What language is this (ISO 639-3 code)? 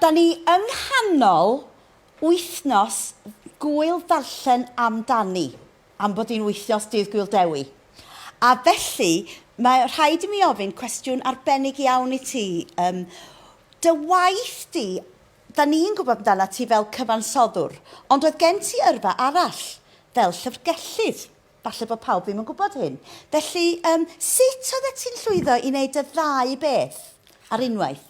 cym